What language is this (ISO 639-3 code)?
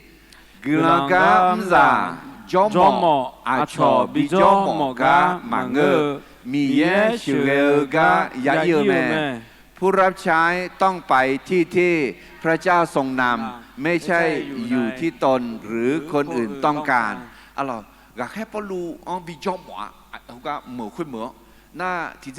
ahk